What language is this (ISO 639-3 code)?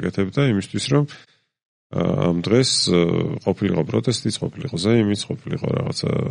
kat